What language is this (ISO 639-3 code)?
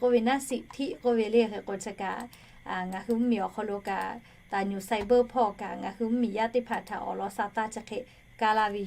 lhu